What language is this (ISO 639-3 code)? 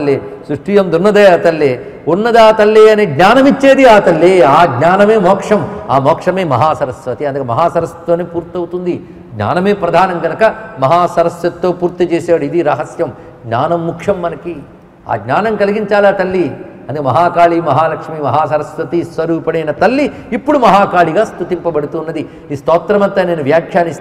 tel